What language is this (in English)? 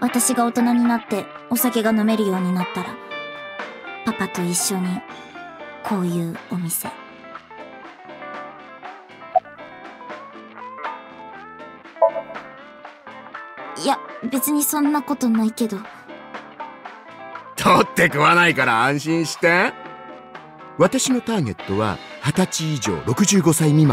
Japanese